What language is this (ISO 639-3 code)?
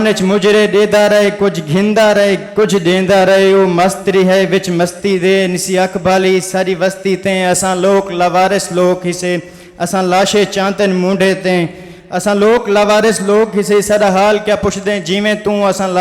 skr